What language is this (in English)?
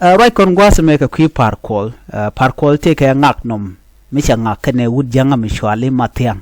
Nuer